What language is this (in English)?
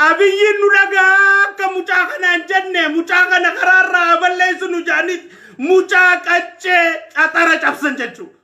Oromo